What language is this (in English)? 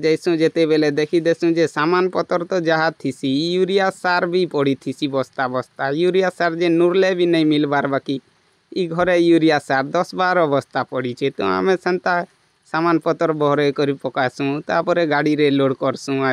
Sambalpuri